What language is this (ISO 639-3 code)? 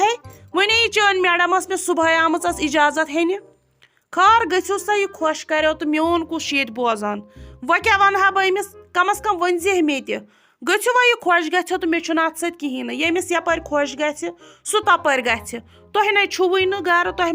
kas